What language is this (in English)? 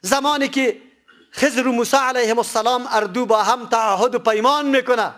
Persian